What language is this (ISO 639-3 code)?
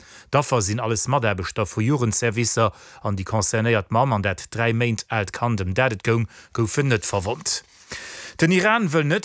ltz